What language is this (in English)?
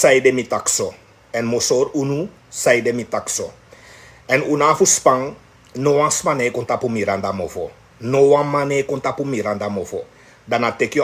Sranan Tongo